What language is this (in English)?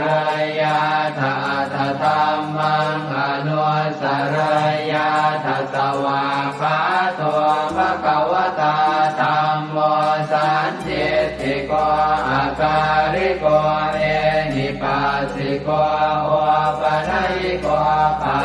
Pali